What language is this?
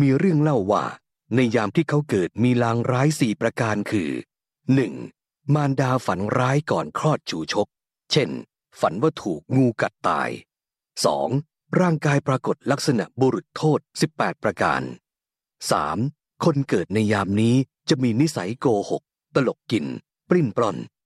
Thai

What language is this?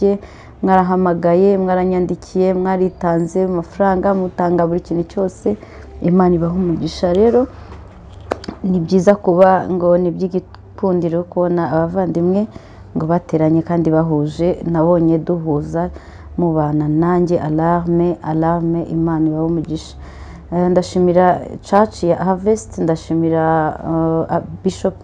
Kinyarwanda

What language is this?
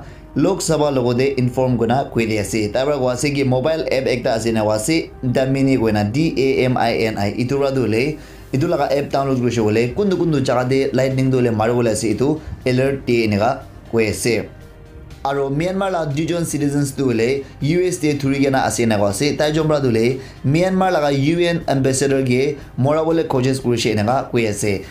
Naga Pidgin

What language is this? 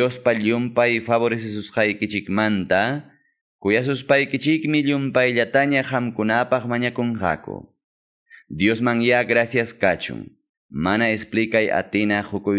Quechua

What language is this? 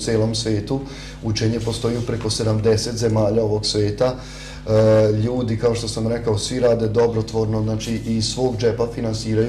Serbian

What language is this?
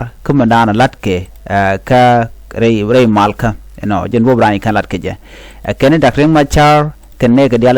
Nuer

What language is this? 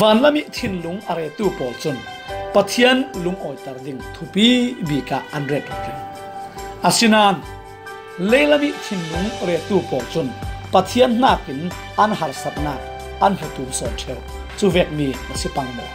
Falam Chin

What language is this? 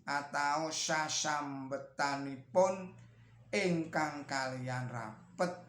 Javanese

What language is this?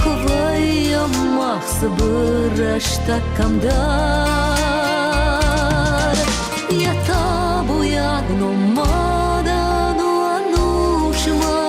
Ossetic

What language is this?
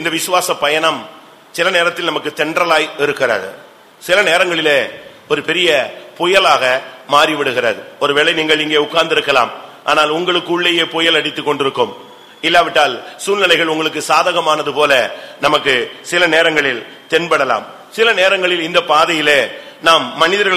Tamil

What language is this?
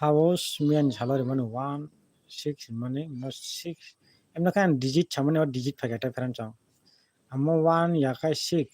Kok Borok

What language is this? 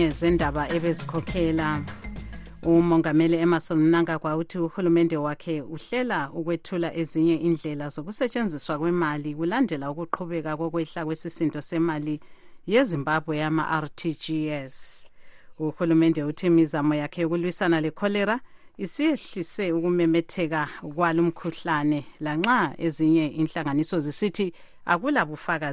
North Ndebele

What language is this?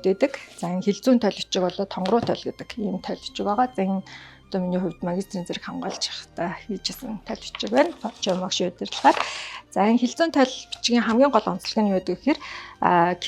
Mongolian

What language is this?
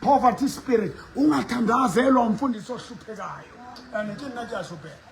Southern Sotho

